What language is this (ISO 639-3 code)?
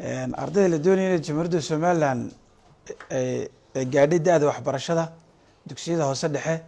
som